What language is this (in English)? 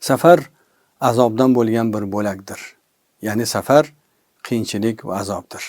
Uzbek